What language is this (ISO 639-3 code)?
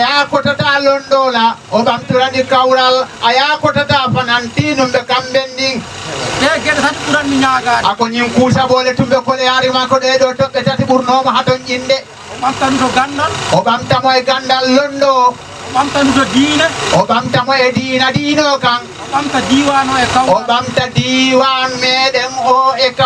ful